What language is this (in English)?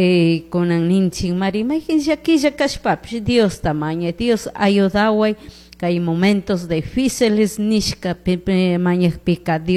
Chimborazo Highland Quichua